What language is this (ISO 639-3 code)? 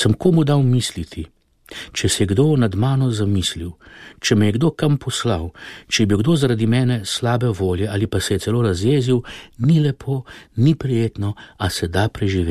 slv